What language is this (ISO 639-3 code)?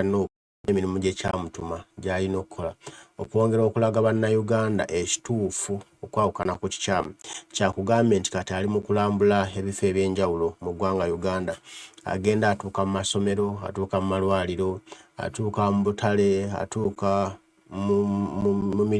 lug